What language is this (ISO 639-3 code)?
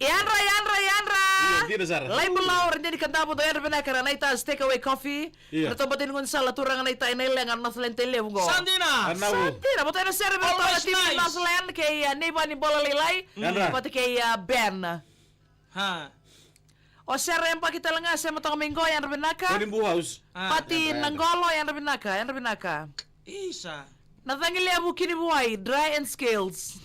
fij